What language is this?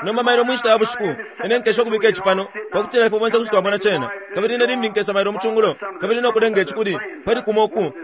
Bemba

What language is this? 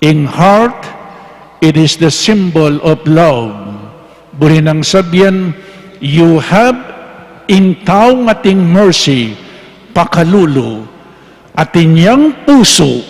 Pampanga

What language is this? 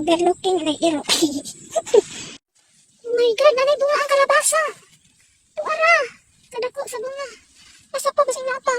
Cebuano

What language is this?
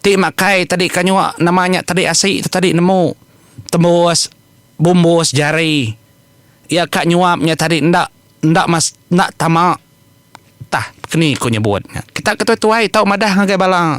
Iban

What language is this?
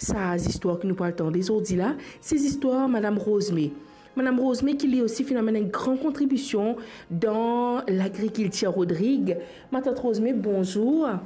Morisyen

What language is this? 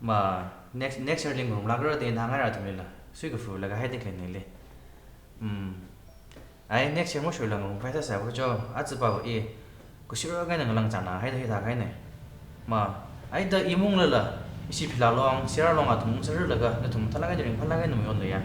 Tangkhul Naga (India)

